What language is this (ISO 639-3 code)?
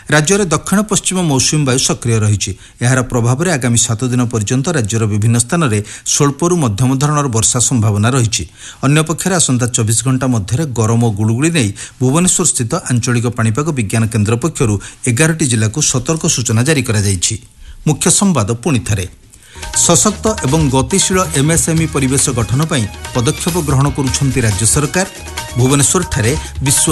ori